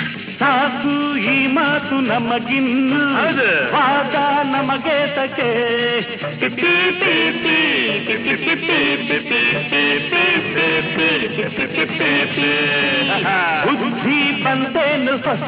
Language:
Kannada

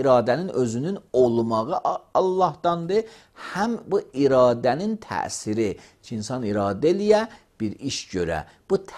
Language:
Azerbaijani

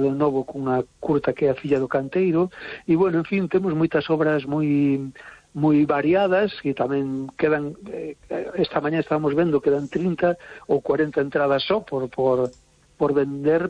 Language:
Galician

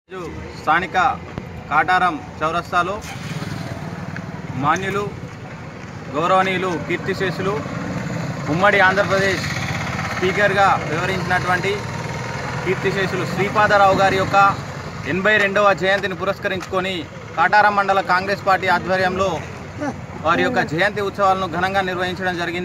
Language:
Telugu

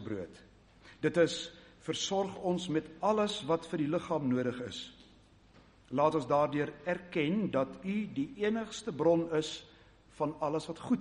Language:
Afrikaans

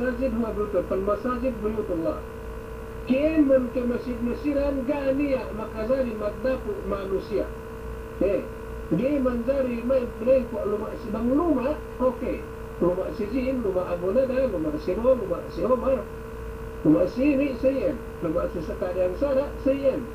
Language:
Yakan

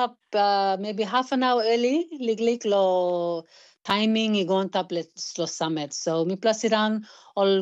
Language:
Tok Pisin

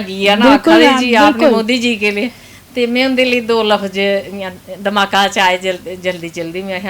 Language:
Dogri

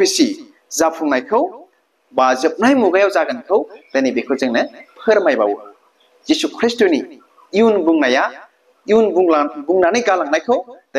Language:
Bodo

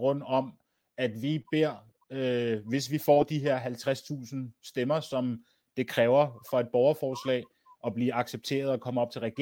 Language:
Danish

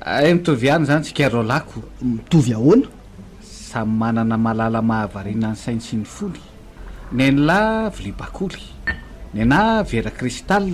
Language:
Malagasy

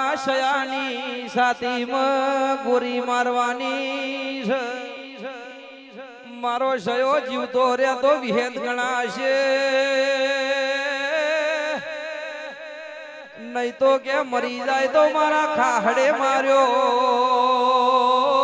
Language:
Gujarati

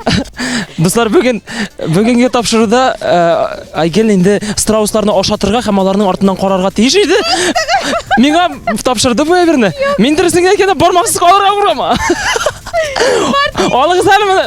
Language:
Tatar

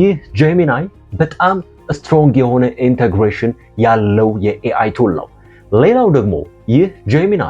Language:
Amharic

